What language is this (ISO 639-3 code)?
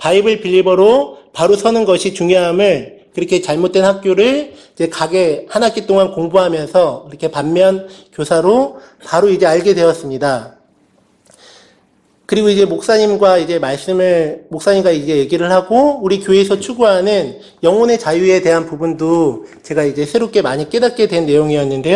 kor